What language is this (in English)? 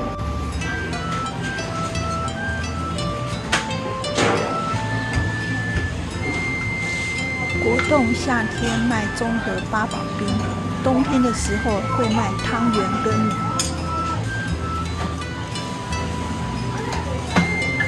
Chinese